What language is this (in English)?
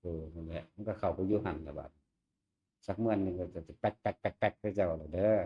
Northeastern Thai